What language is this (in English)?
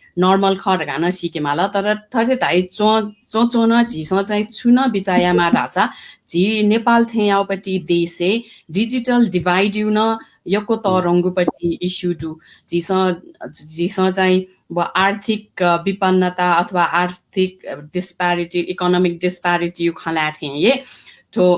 Newari